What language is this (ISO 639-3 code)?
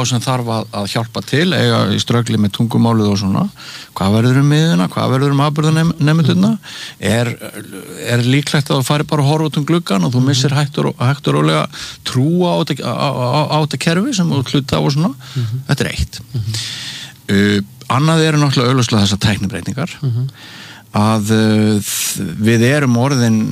isl